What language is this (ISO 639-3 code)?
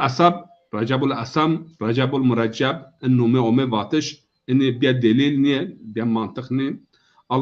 zza